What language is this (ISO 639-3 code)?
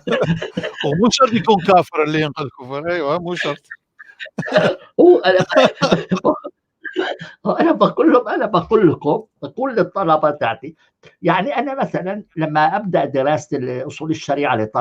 apc